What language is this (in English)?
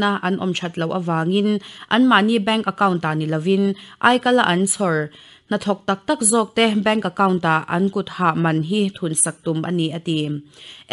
Mizo